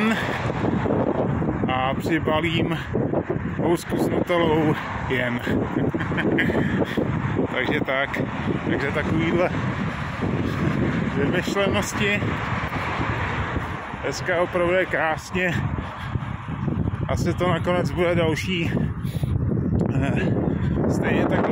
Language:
Czech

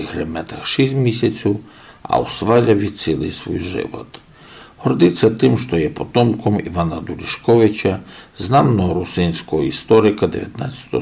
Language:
Rusyn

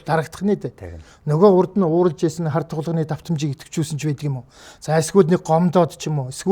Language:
Mongolian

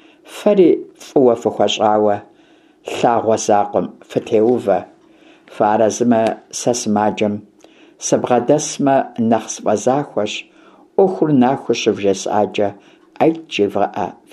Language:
Kabardian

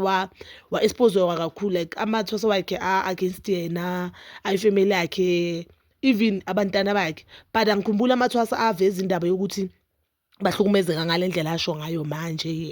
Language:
Zulu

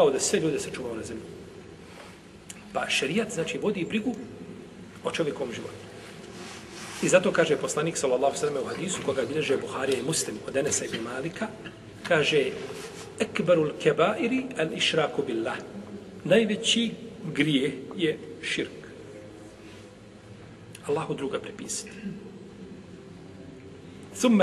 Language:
Bosnian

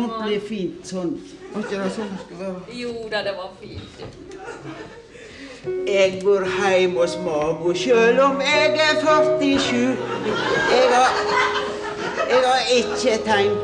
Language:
Norwegian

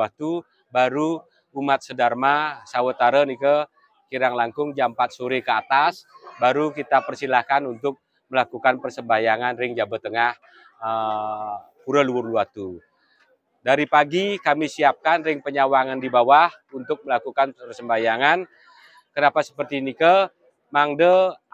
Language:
Indonesian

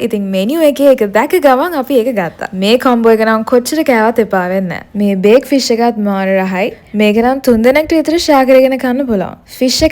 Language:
Sinhala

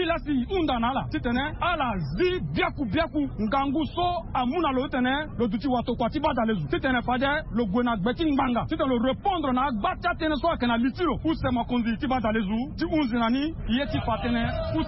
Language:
Sango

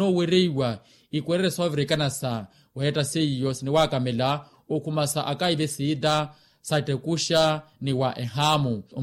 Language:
Makhuwa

